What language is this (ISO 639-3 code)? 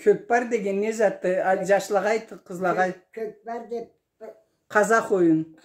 krc